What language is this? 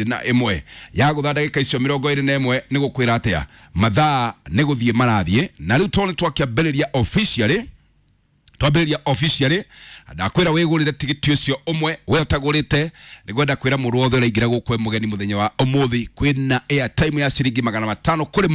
Kikuyu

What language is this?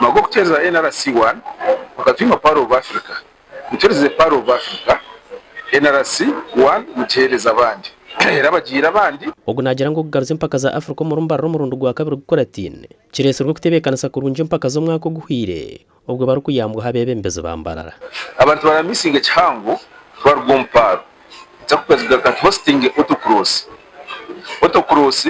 Nyankole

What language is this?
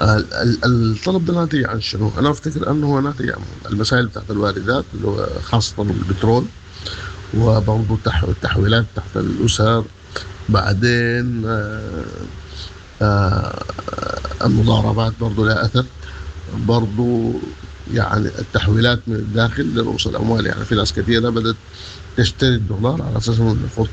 Sudanese Arabic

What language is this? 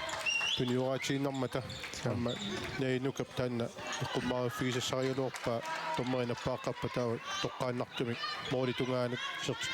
Kalaallisut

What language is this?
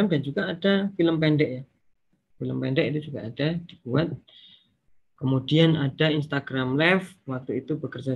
Indonesian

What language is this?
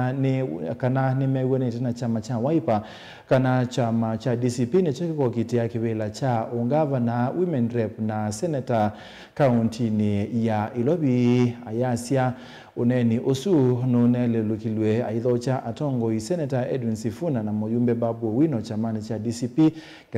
Kamba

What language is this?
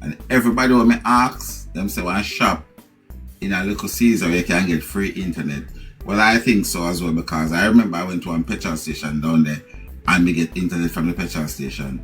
Jamaican Creole English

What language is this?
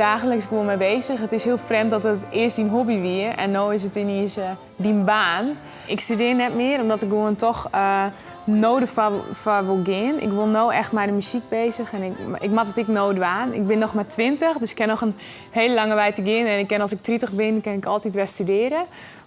Western Frisian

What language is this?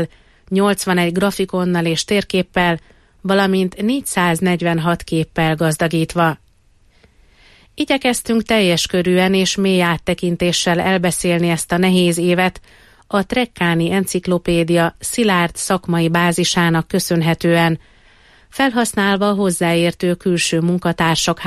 Hungarian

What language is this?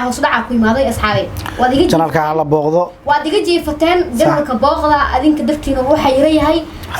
Somali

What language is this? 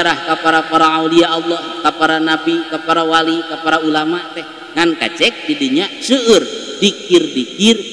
Sundanese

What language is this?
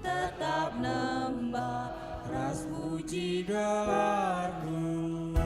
Batak Karo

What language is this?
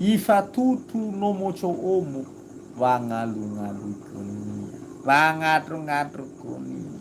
Nias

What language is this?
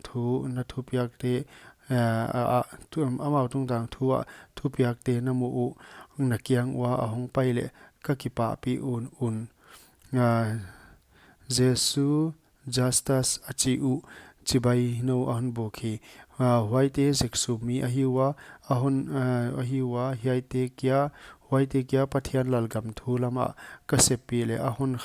Paite Chin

